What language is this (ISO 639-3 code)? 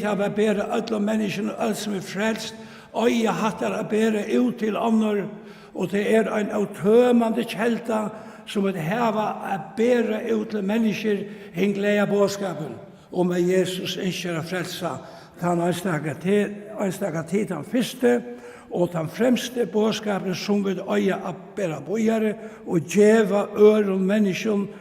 fao